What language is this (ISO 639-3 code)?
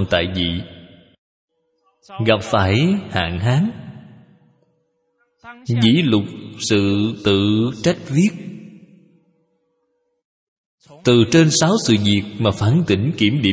vie